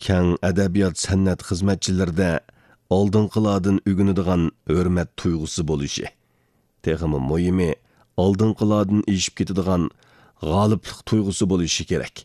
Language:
Uyghur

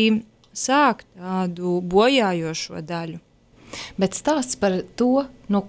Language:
Latvian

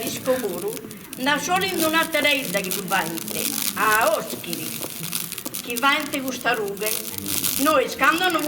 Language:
Sardinian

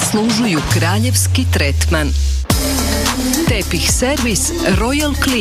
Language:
Serbian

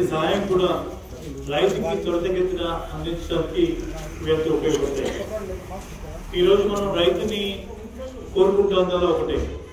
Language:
Telugu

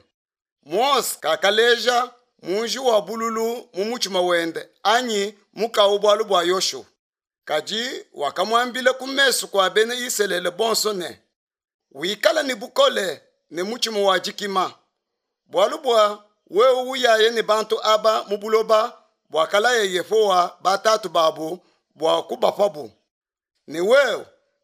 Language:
Luba-Lulua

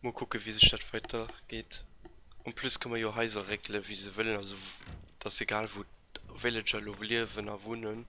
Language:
Luxembourgish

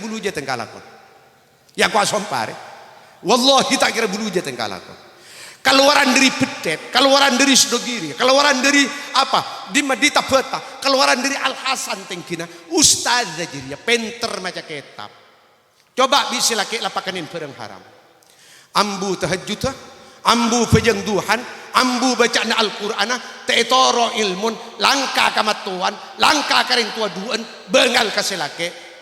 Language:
Madurese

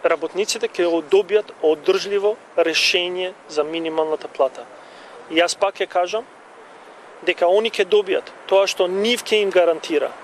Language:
Macedonian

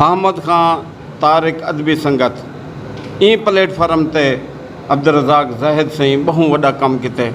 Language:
Saraiki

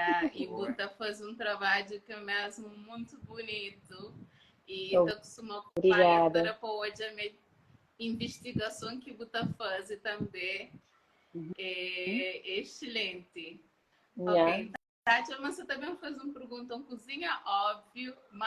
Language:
Kabuverdianu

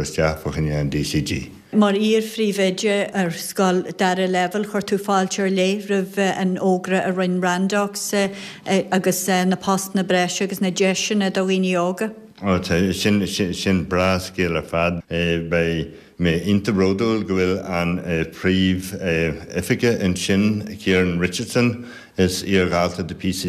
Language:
Irish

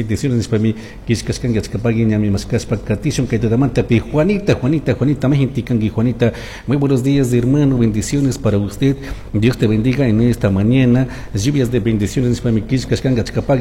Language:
Chimborazo Highland Quichua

